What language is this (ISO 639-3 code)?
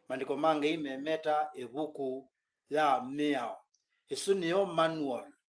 kam